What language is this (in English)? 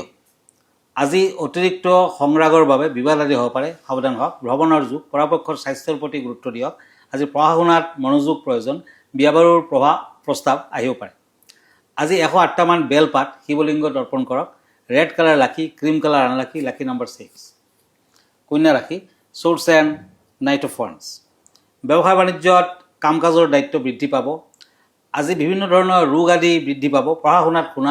Assamese